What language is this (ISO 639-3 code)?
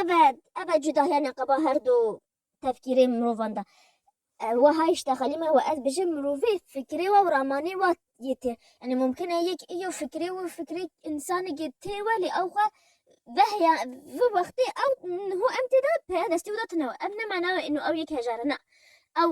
kur